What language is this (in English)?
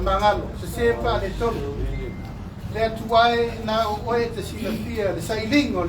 Samoan